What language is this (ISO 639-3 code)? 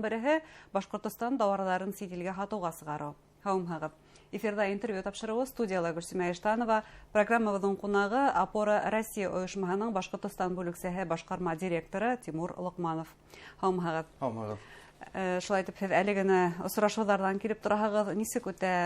bak